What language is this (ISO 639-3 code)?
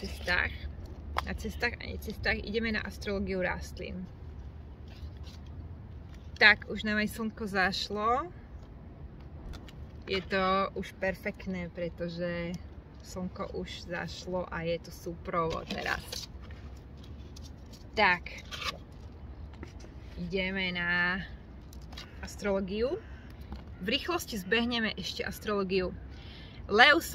slk